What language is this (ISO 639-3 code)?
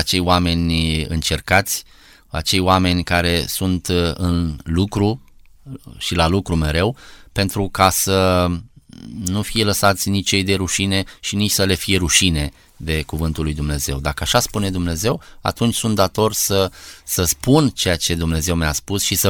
ron